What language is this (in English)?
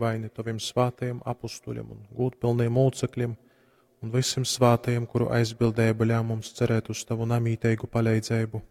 Latgalian